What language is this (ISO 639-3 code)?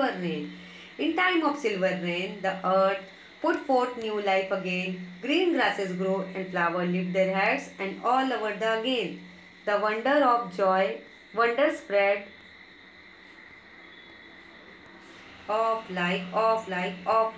hin